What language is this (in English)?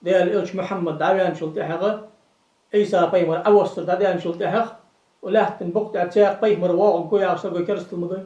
Ingush